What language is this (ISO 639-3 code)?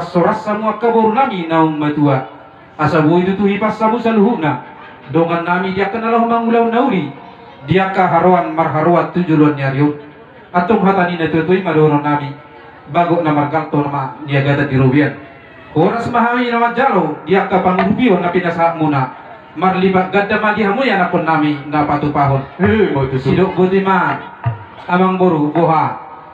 bbc